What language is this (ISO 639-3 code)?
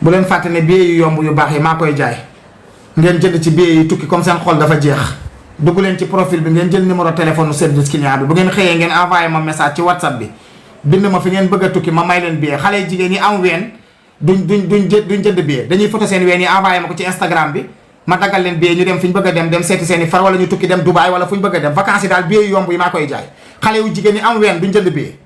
wol